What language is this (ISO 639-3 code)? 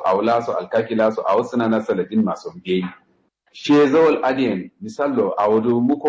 kau